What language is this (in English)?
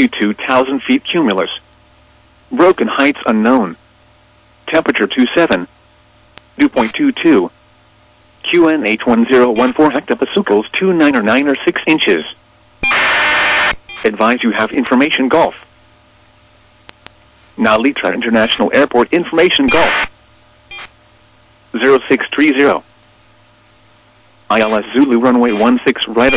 English